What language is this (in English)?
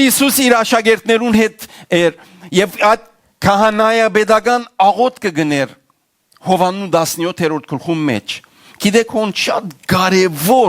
Western Armenian